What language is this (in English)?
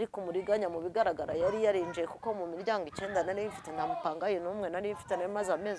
Kinyarwanda